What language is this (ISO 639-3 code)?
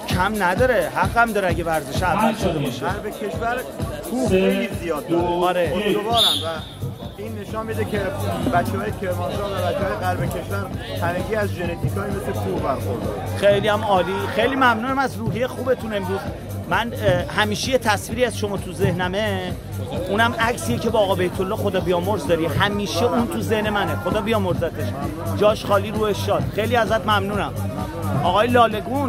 fas